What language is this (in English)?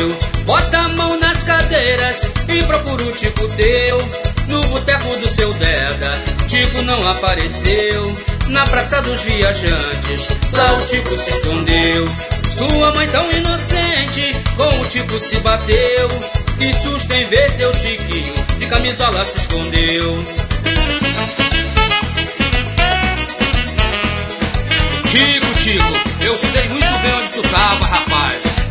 Portuguese